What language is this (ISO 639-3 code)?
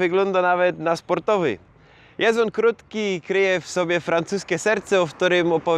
szl